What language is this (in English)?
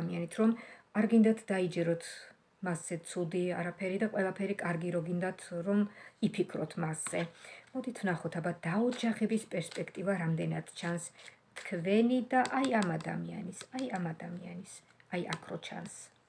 Georgian